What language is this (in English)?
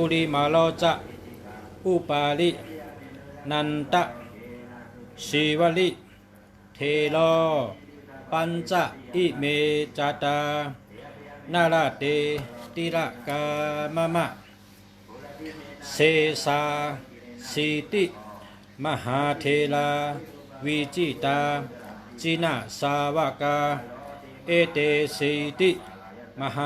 Shan